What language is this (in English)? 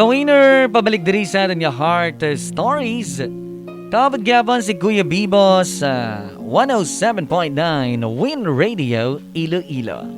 Hiligaynon